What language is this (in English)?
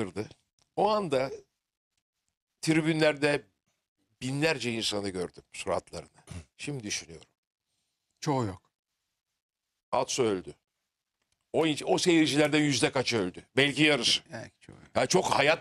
Turkish